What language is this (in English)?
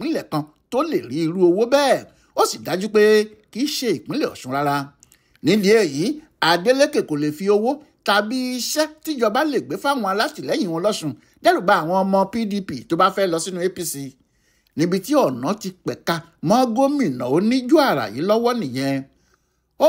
Yoruba